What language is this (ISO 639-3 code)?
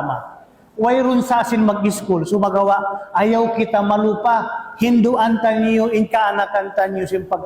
tsg